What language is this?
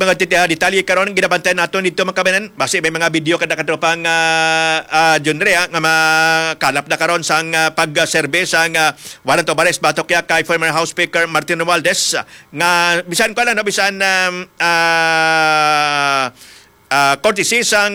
Hiligaynon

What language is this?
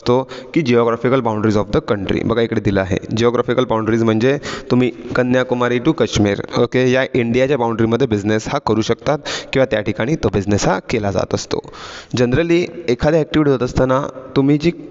Marathi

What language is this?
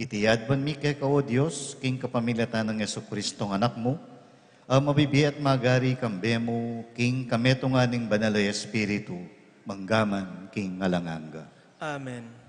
Pampanga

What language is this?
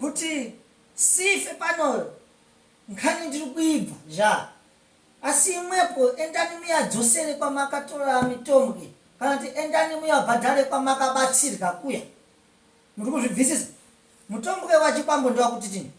Shona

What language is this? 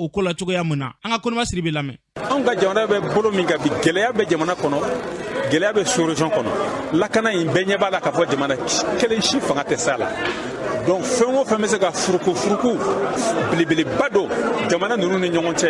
Bambara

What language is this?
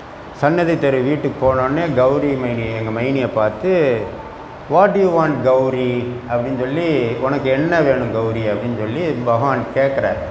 Tamil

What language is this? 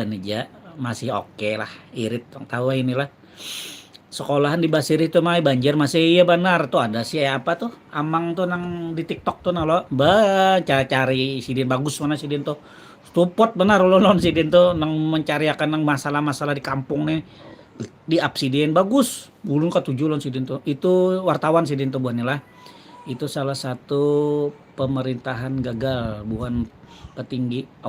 Banjar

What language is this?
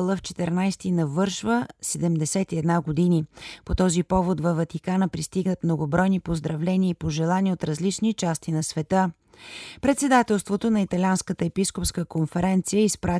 Bulgarian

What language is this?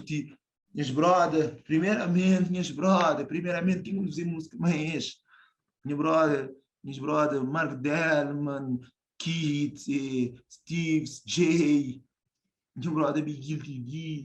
Kabuverdianu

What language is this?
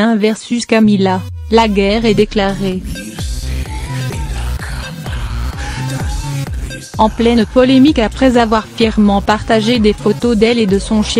French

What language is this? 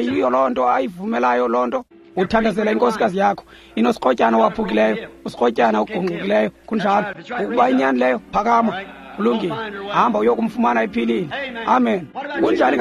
Xhosa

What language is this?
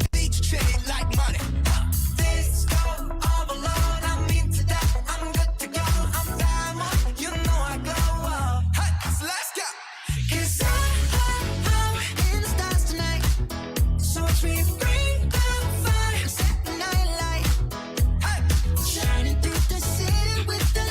Hiligaynon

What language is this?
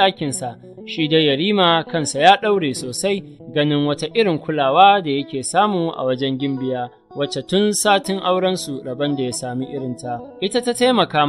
Hausa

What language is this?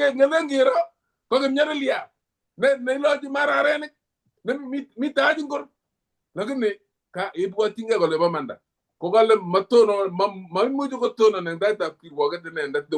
Kalenjin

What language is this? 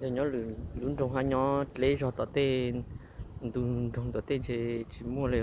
Hmong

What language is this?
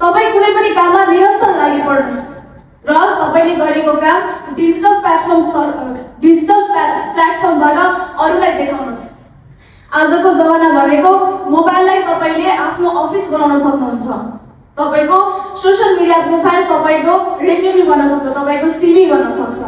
Nepali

